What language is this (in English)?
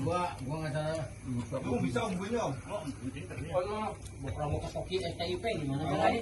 Betawi